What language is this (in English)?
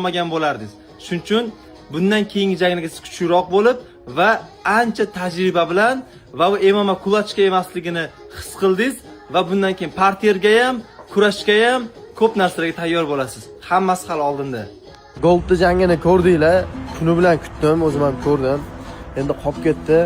Uzbek